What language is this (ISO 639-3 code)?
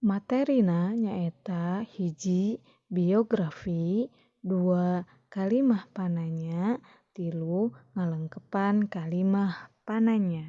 sun